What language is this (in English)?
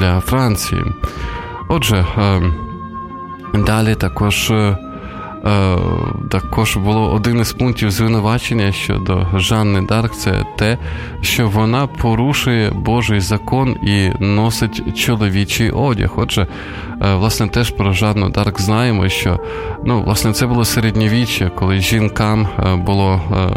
Ukrainian